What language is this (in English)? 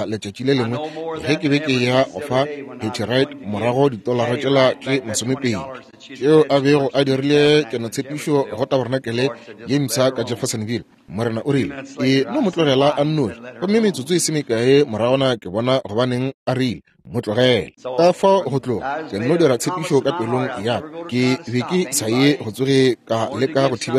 Northern Sotho